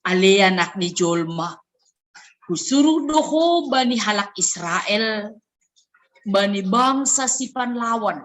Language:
Batak Simalungun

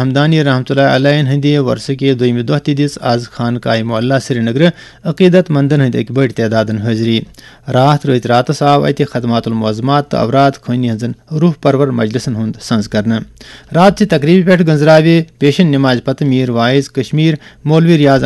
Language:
Kashmiri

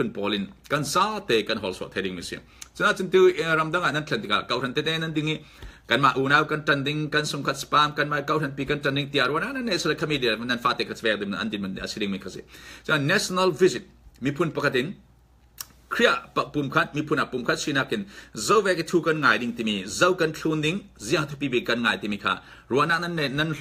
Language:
Falam Chin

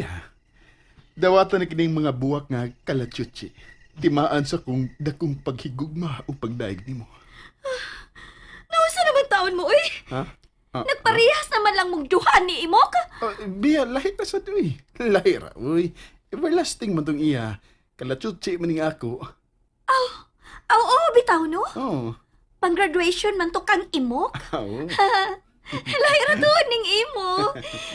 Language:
Cebuano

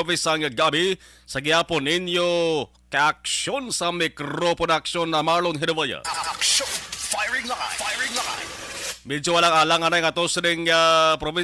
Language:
Hiligaynon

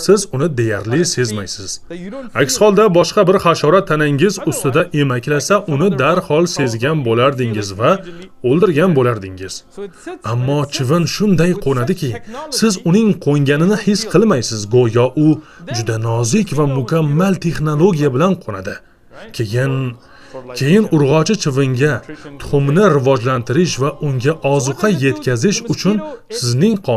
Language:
Uzbek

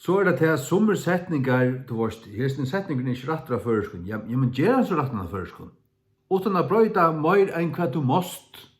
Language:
Faroese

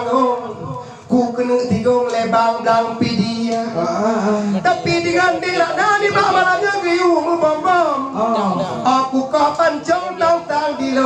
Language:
Achinese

